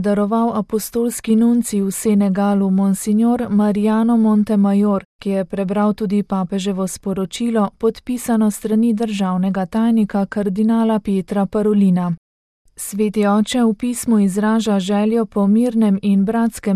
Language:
Slovenian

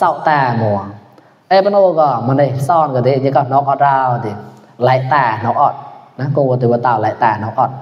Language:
Mon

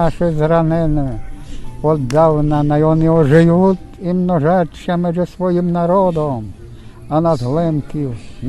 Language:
Rusyn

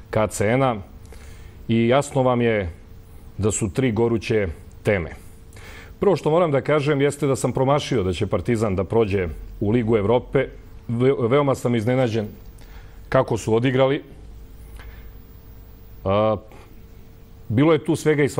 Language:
Serbian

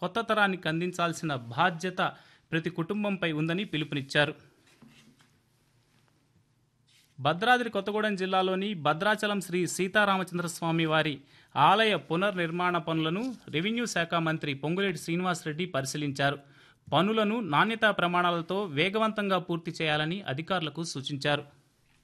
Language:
Telugu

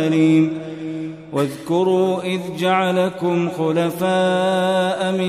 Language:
Arabic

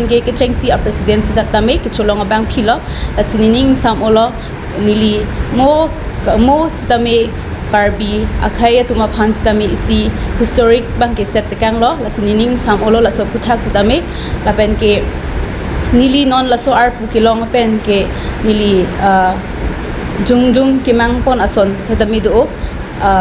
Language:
Karbi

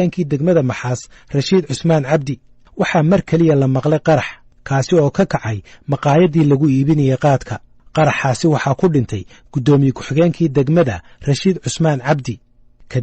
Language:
Somali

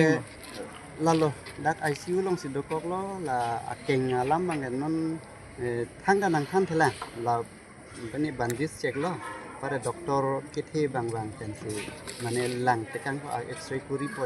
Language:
Karbi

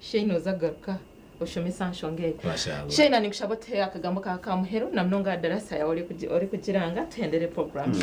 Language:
Nyankole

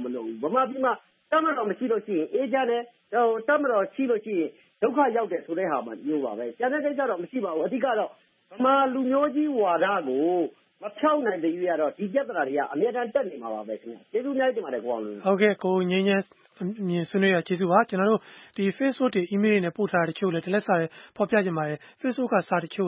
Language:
Burmese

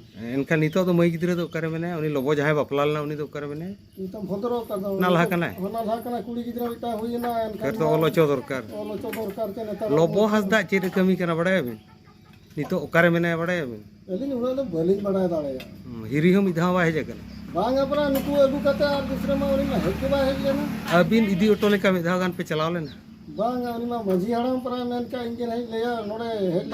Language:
Santali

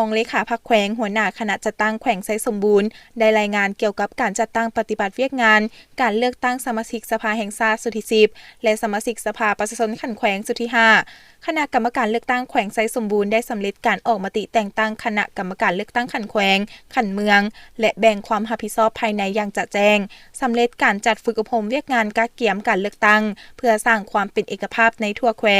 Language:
Lao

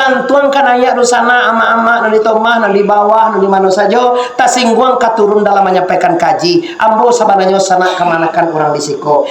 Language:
Minangkabau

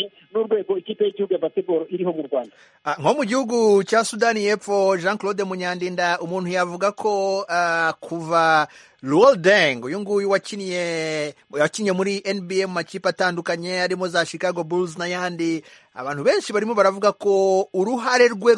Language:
Kinyarwanda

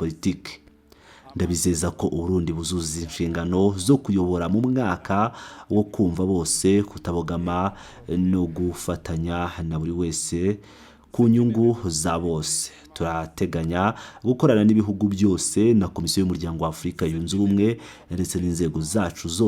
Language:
Kinyarwanda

